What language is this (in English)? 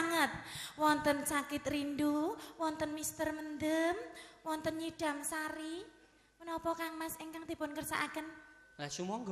Javanese